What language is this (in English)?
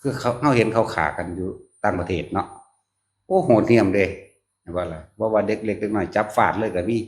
Northeastern Thai